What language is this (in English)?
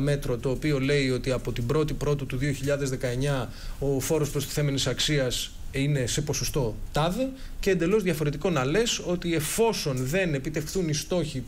Greek